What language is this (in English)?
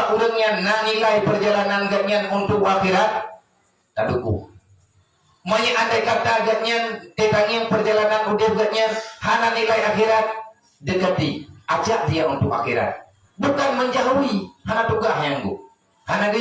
Achinese